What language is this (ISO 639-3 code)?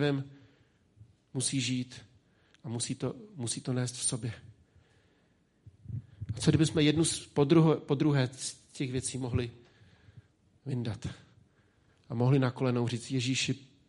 ces